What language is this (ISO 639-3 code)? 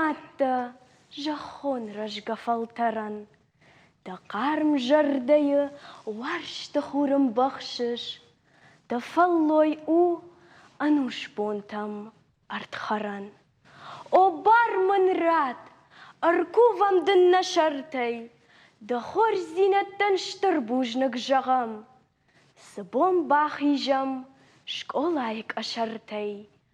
oss